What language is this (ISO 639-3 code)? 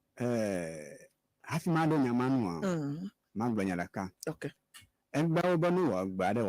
ewe